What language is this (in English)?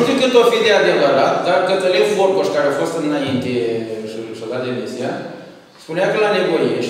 Romanian